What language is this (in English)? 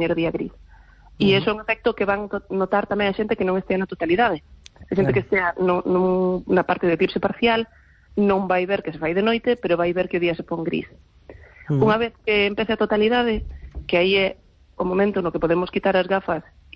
Galician